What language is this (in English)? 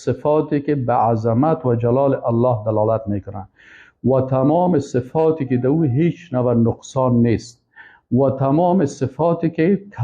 Persian